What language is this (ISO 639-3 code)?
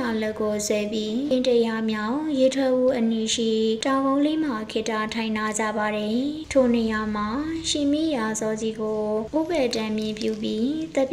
mya